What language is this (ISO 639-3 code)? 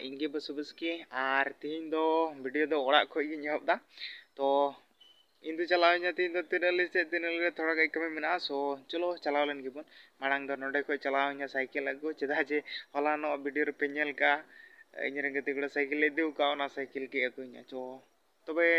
sat